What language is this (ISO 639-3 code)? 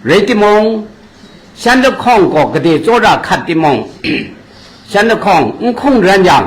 kac